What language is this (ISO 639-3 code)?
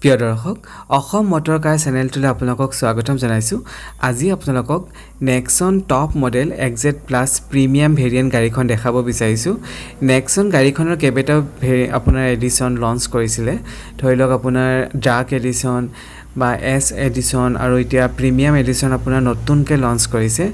asm